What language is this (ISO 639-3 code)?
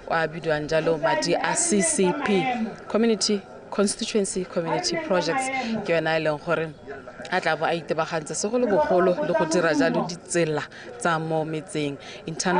tsn